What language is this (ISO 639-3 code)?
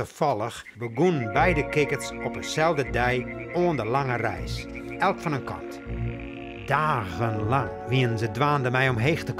fry